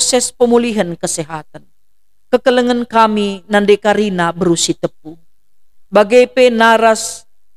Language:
Batak Karo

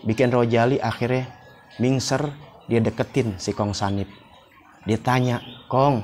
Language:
Betawi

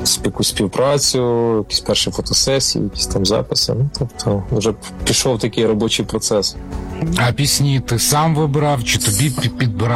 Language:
Ukrainian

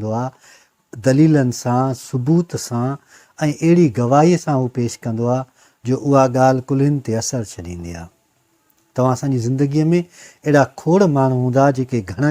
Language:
Sindhi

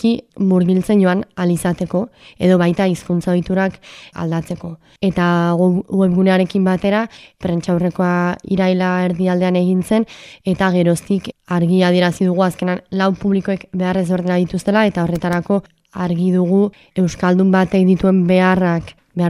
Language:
Basque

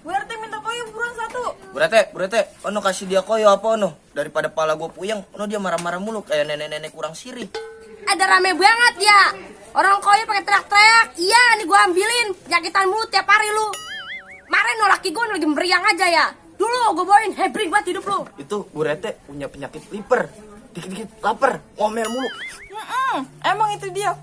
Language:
Betawi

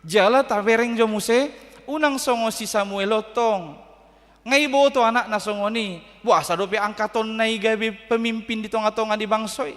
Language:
Batak Toba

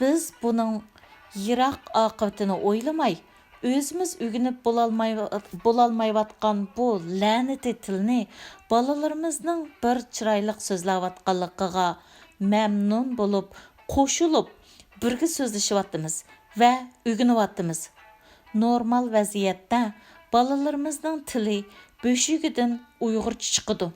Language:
Uyghur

